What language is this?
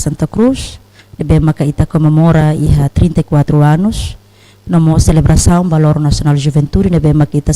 Tetum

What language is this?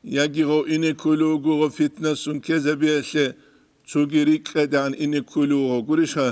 Avaric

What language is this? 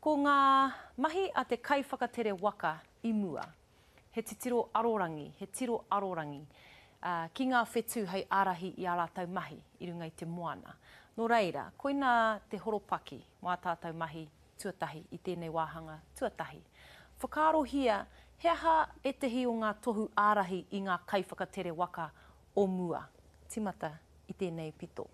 Māori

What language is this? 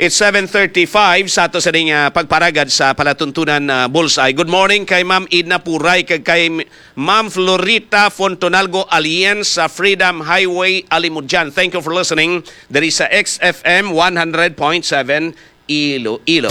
Hiligaynon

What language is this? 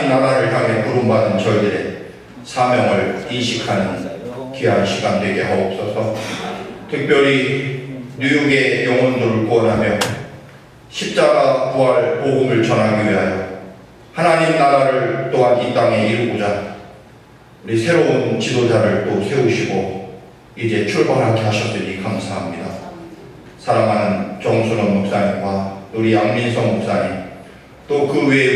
Korean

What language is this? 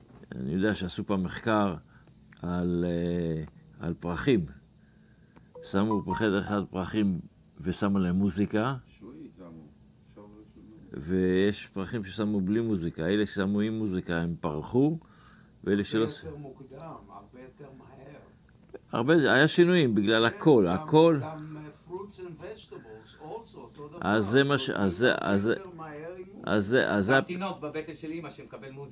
Hebrew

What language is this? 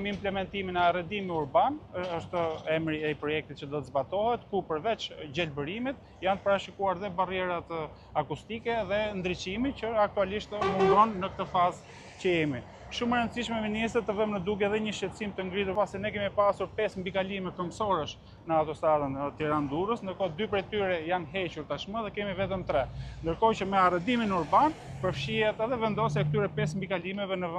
Albanian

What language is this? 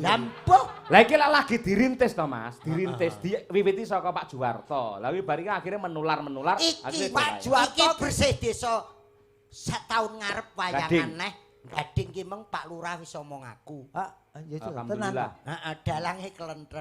Javanese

